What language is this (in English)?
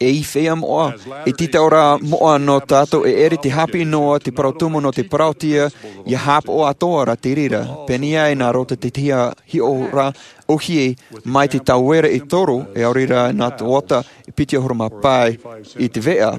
Tahitian